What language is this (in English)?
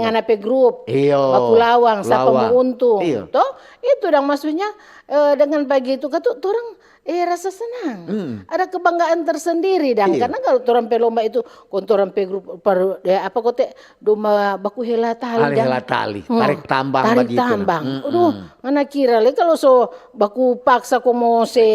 Manado Malay